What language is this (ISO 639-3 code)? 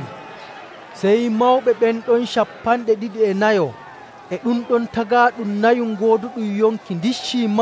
fuv